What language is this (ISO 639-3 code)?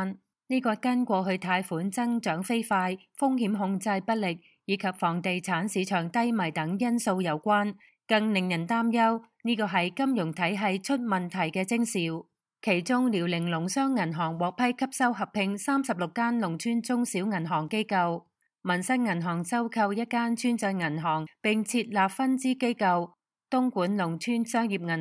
yue